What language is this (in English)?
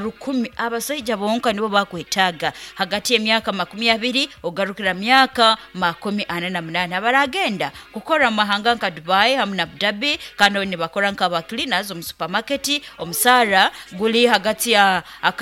Nyankole